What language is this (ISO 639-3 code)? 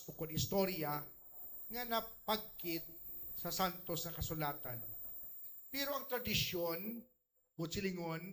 hil